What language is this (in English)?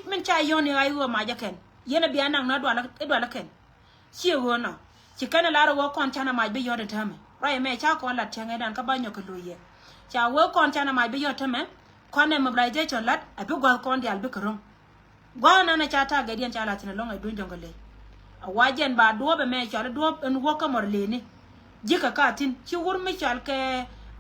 Nuer